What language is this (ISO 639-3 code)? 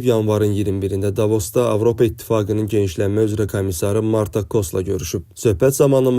aze